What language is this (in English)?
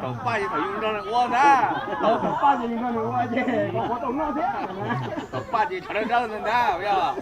Hmong